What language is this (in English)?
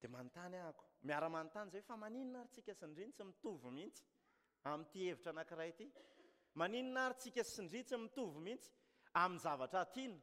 Malagasy